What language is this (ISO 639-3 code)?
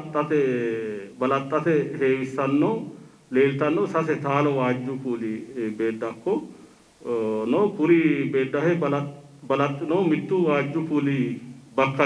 sid